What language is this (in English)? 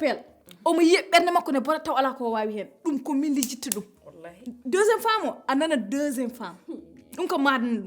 Fula